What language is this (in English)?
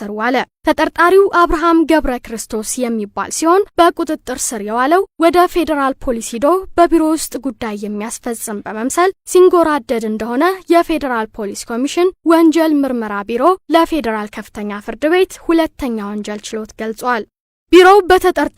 Amharic